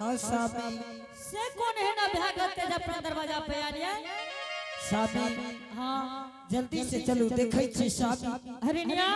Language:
Angika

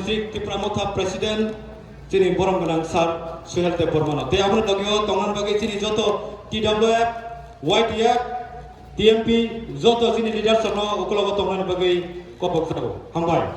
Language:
Kok Borok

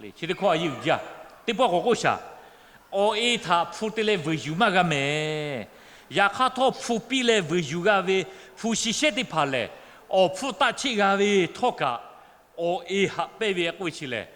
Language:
Lahu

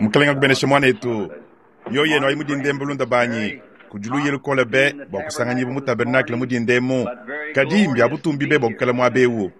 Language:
Luba-Lulua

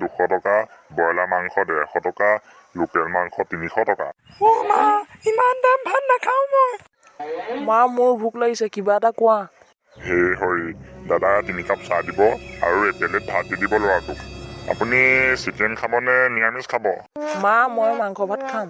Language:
Assamese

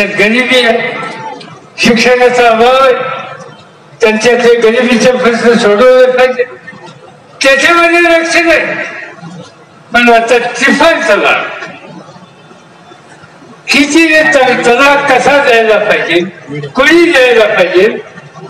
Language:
Marathi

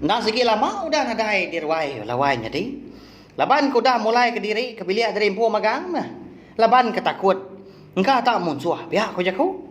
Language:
Iban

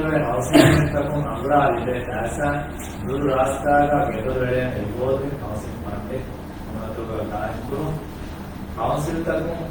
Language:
Divehi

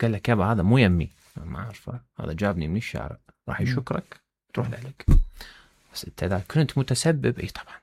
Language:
Mesopotamian Arabic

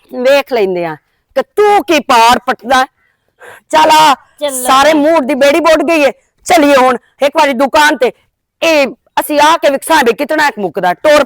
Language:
Western Panjabi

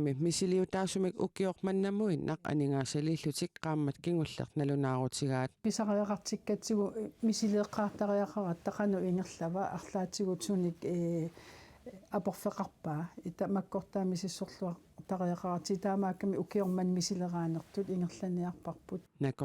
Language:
Kalaallisut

